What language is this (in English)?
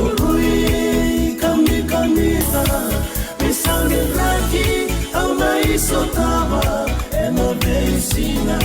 Fijian